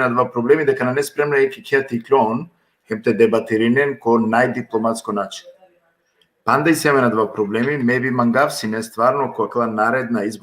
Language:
Balkan Romani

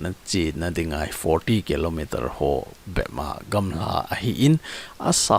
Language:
Thado Chin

